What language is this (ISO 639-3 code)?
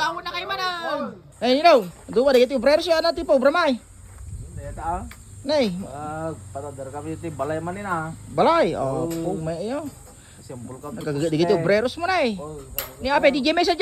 ilo